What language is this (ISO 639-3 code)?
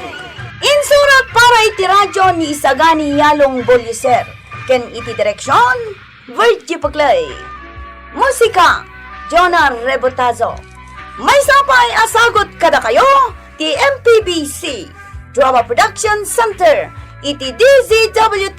ilo